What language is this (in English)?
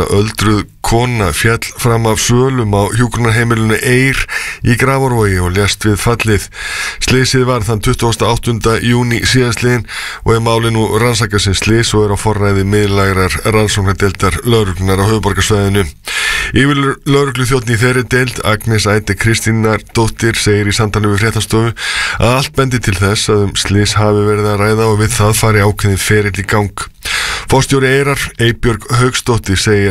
Icelandic